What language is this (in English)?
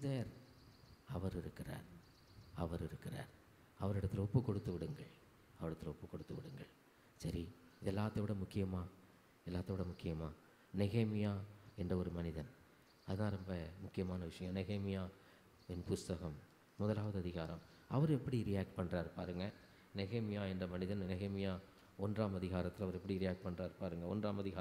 Tamil